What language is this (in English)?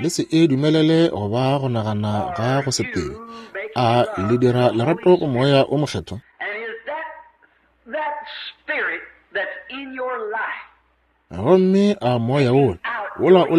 Northern Sotho